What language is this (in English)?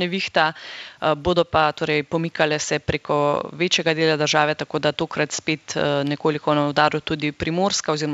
Slovenian